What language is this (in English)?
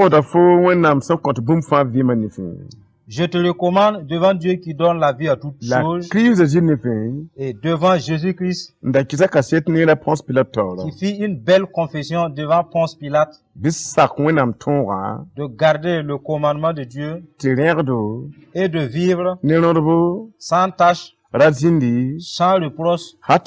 Mossi